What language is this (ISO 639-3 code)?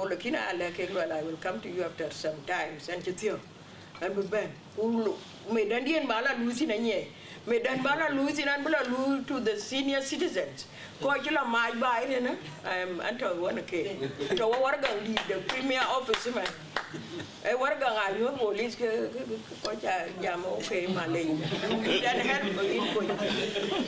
din